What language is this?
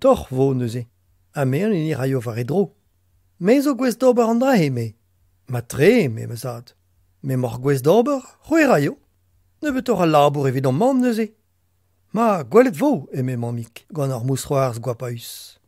Breton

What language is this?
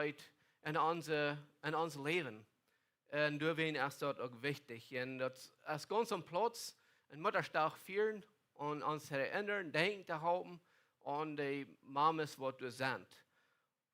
Plautdietsch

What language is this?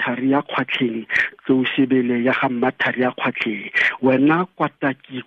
Tswana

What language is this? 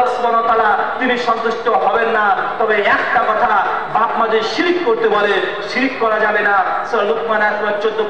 Bangla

